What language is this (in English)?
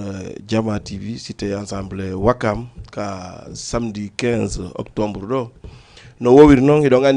Fula